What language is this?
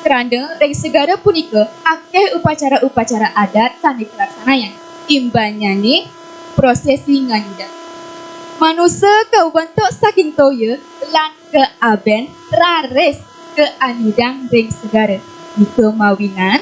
Balinese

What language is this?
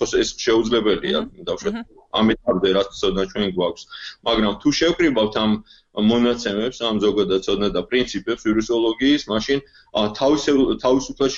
Georgian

